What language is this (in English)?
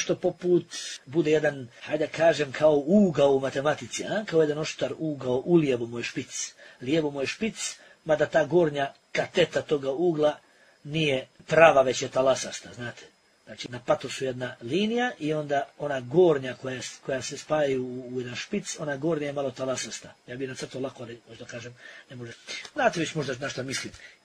Bosnian